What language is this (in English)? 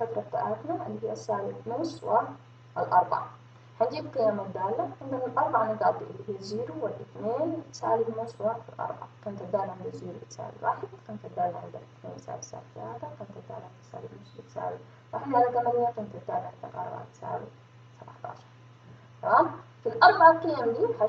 Egyptian Arabic